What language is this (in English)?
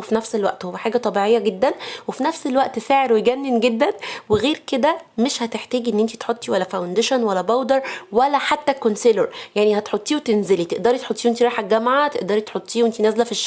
Egyptian Arabic